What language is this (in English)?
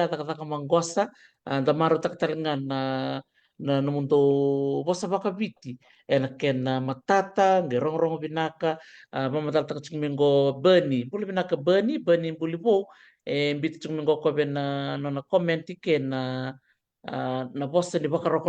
Fijian